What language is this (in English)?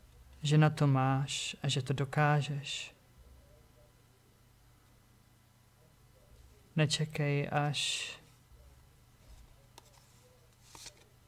Czech